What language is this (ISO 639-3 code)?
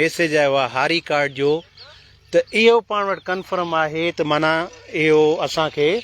snd